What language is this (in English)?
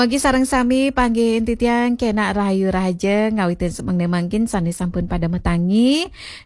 Balinese